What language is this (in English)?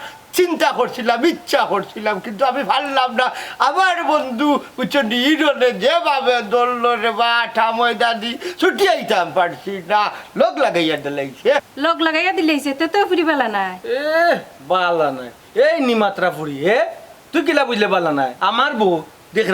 Sylheti